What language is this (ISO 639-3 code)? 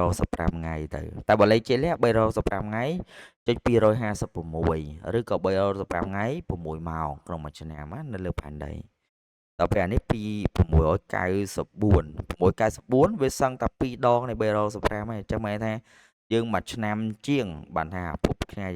khm